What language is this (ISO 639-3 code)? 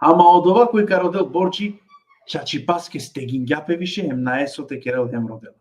rmn